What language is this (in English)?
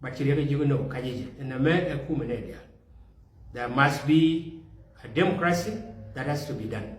Nuer